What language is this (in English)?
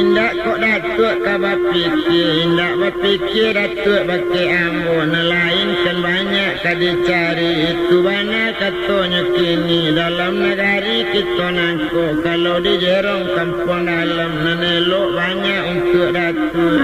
Minangkabau